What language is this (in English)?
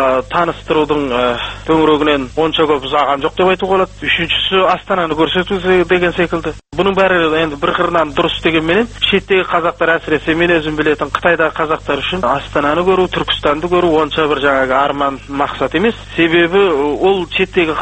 Kazakh